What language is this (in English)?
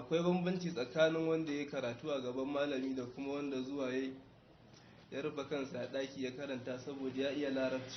Hausa